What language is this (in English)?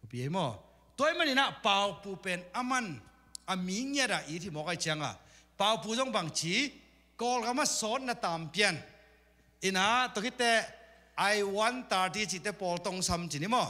Tedim Chin